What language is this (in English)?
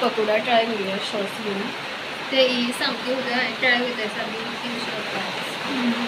Konkani